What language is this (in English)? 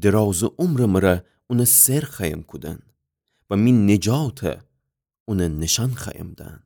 Gilaki